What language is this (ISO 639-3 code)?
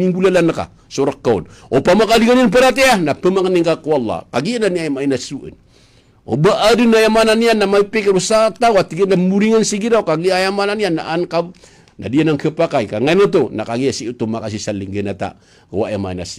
mrw